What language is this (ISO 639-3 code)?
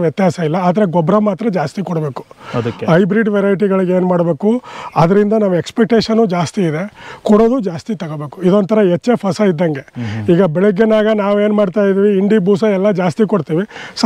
kan